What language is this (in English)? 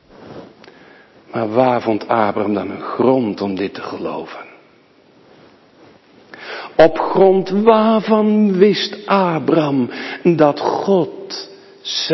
Dutch